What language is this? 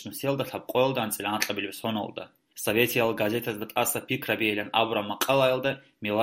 Avaric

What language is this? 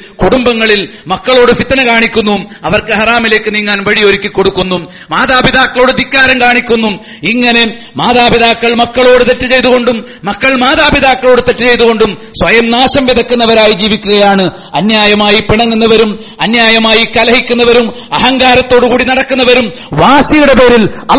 Malayalam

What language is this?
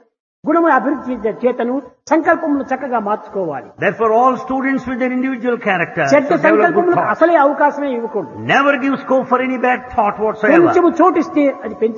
Telugu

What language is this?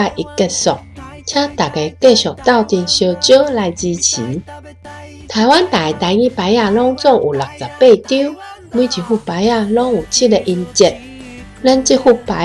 Min Nan Chinese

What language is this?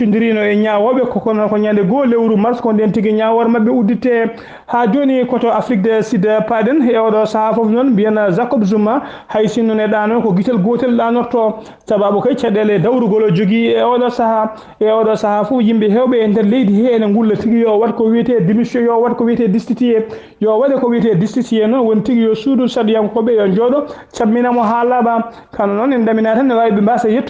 Fula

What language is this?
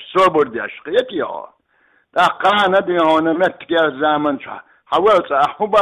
Chechen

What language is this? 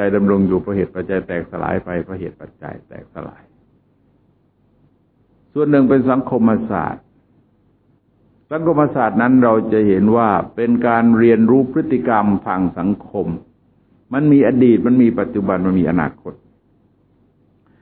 Thai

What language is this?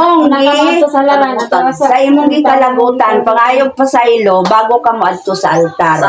Cebuano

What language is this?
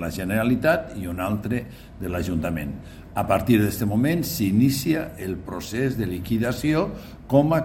Catalan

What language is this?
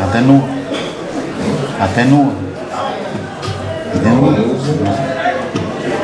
Bulgarian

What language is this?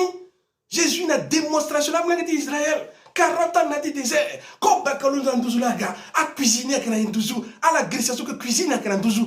Sango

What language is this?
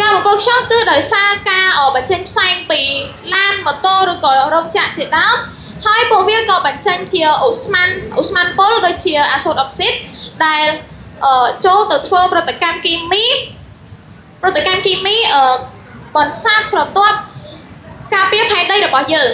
Khmer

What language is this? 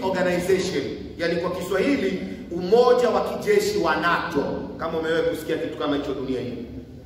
Swahili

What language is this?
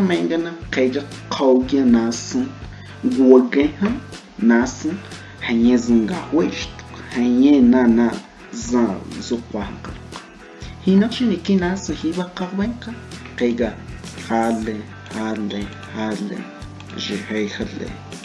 Cogui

